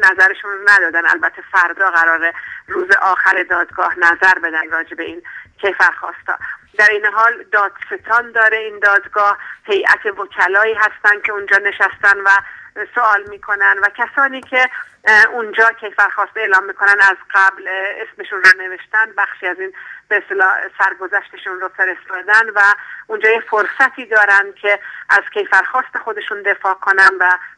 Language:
Persian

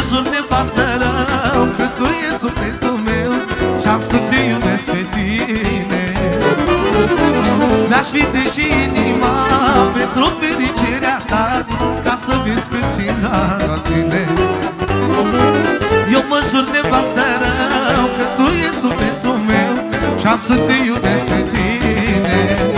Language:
Romanian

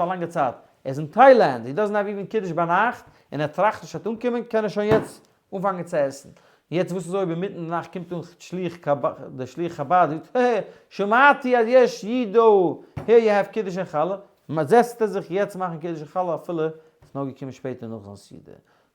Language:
Yiddish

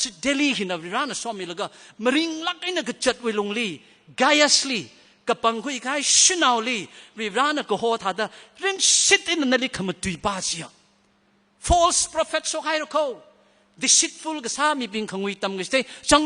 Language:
Tangkhul Naga (India)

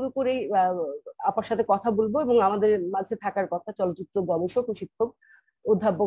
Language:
Bangla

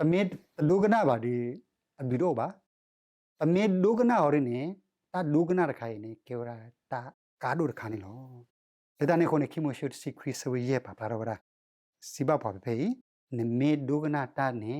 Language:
S'gaw Karen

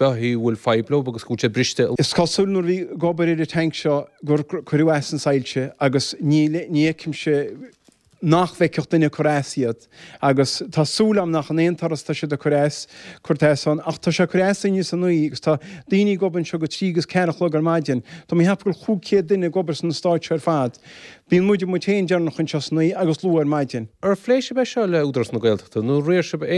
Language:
Irish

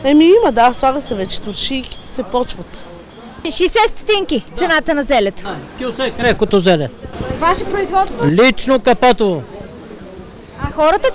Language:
Bulgarian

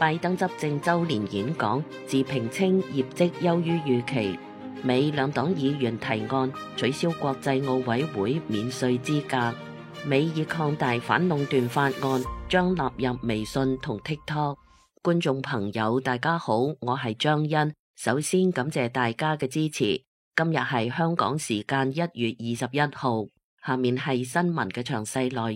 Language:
Cantonese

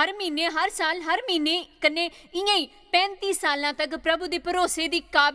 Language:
Dogri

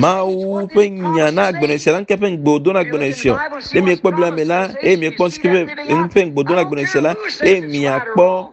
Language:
Ewe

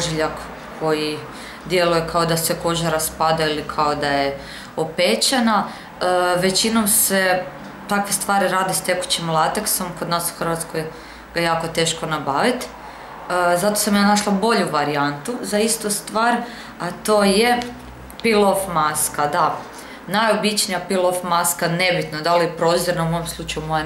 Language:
Croatian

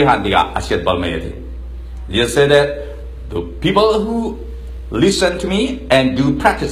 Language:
Falam Chin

